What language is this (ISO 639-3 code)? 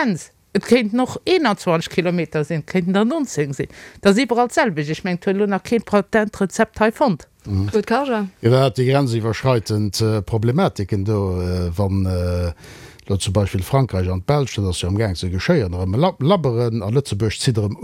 ltz